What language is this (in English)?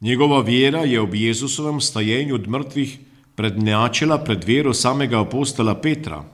Slovenian